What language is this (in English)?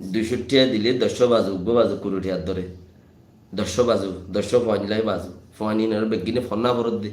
Rohingya